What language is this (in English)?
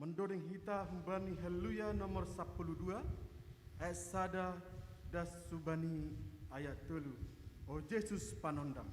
Batak Simalungun